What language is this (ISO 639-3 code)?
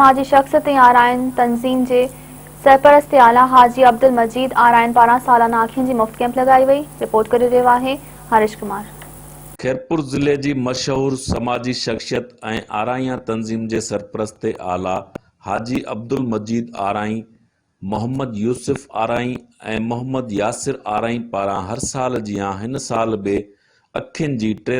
snd